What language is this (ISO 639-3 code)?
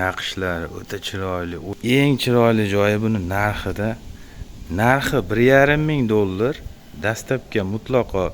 uzb